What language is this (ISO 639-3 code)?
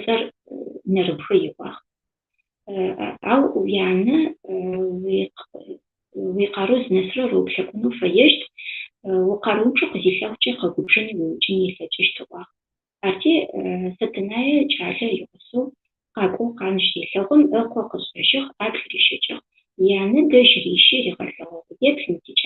ady